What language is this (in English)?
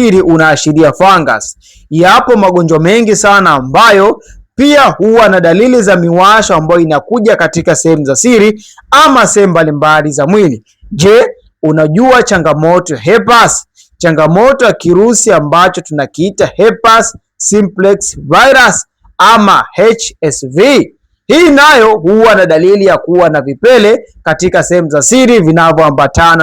Swahili